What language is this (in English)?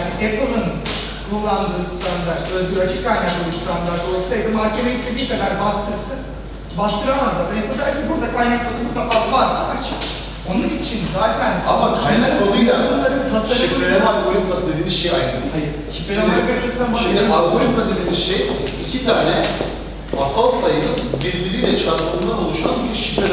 Turkish